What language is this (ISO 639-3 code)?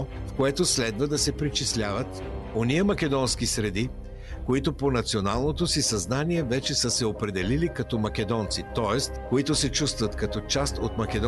bul